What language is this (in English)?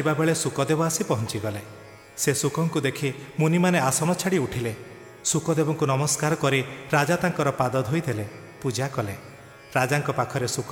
Odia